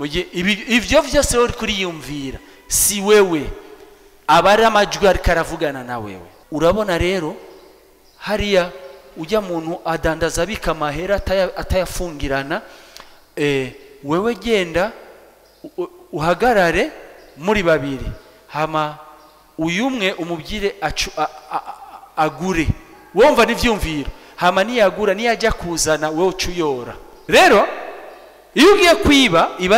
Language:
Rundi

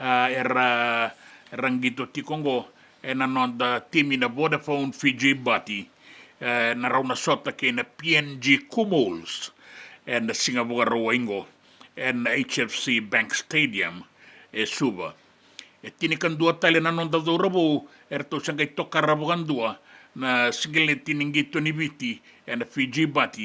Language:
Fijian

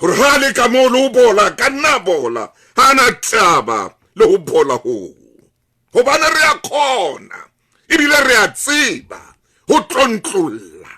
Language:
Southern Sotho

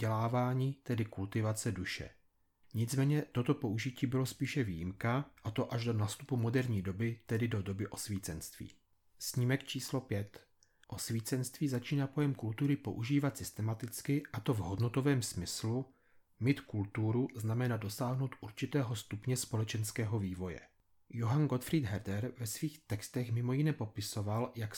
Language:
Czech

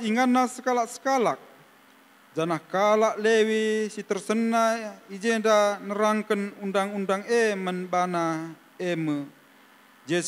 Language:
Batak Karo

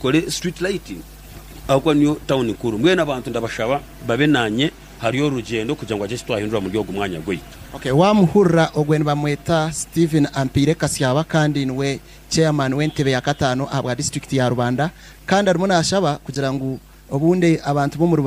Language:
Nyankole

